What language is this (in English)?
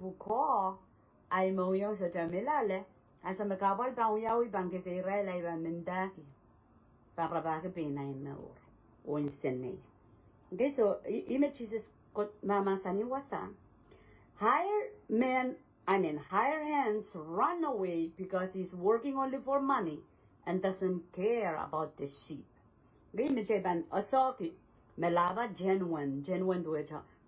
Pohnpeian